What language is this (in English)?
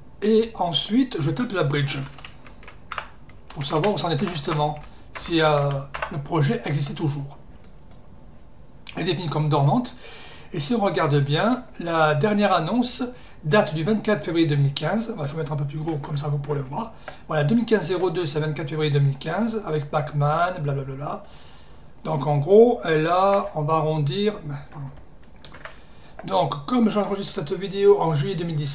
French